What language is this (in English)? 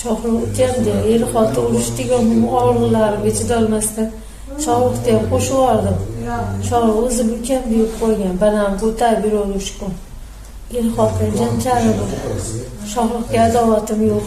Uzbek